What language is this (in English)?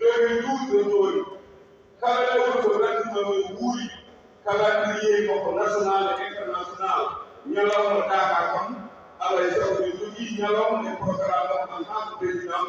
Fula